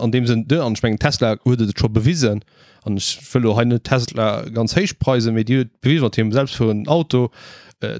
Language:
Luxembourgish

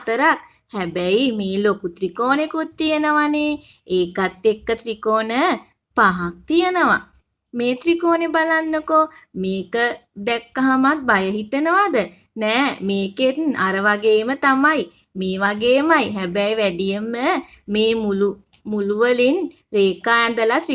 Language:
Sinhala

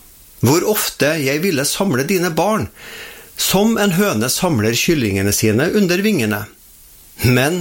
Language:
Norwegian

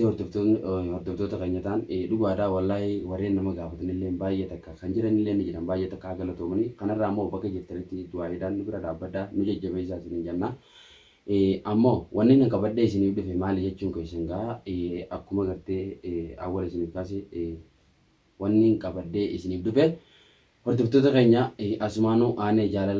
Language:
Oromo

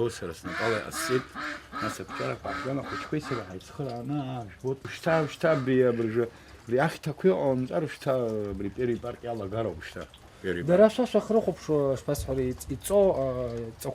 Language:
Abkhazian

